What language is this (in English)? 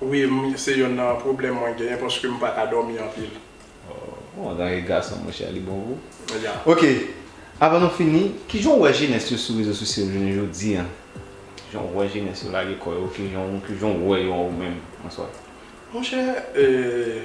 Haitian Creole